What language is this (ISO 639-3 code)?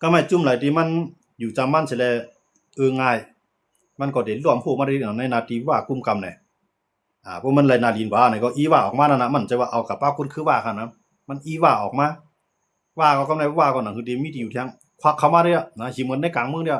shn